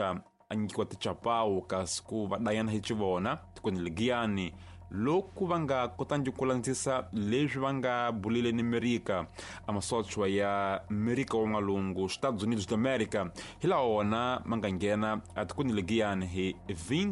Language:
Tsonga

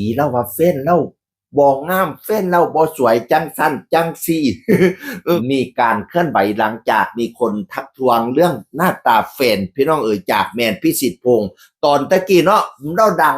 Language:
Northeastern Thai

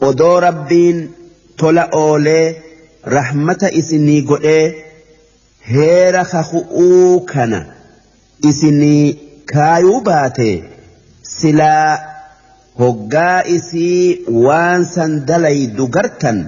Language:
Oromo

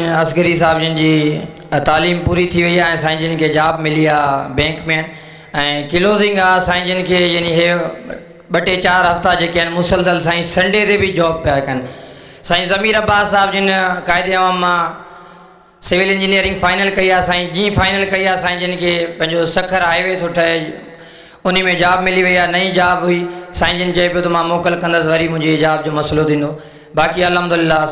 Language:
Sindhi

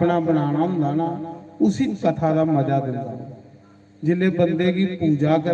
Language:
Dogri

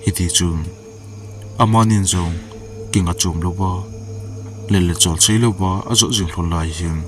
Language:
Thado Chin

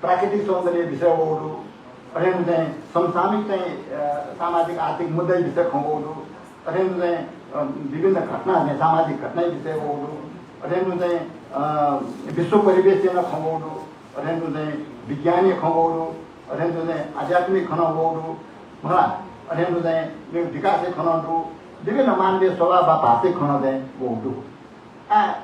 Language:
Newari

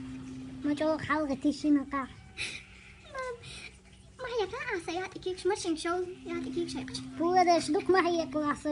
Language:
Chechen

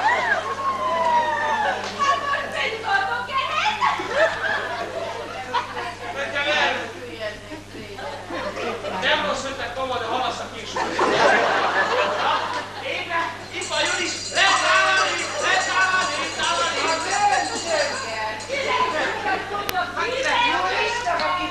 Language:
Hungarian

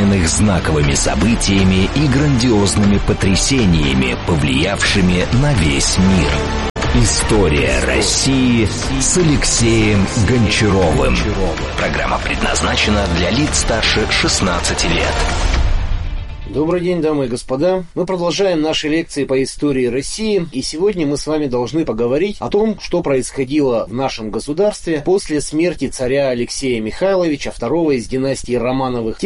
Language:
Russian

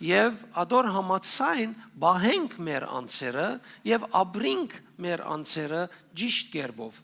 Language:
Western Armenian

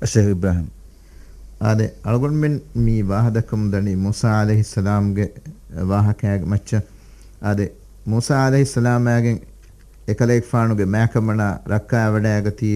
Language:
Divehi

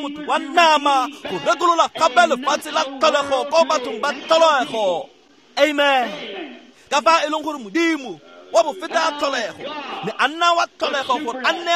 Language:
Tswana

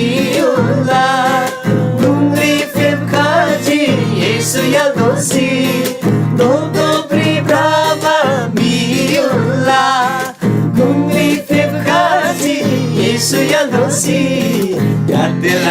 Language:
Eastern Tamang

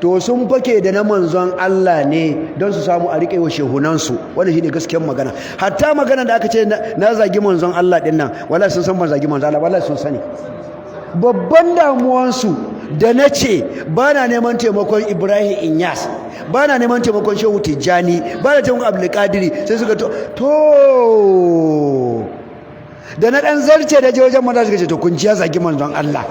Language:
Hausa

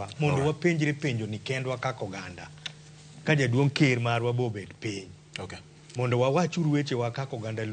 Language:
Luo (Kenya and Tanzania)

